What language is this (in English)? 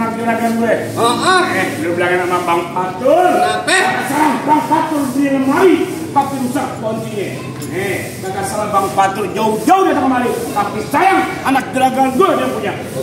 Betawi